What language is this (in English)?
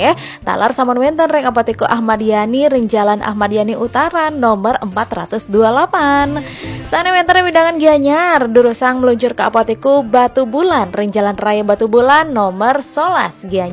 Balinese